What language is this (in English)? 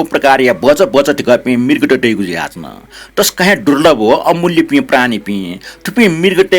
Newari